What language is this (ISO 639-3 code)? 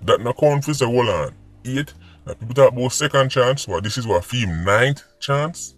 jam